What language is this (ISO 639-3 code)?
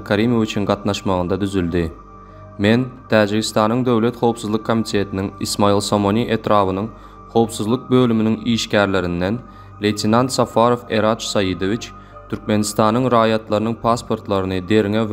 tuk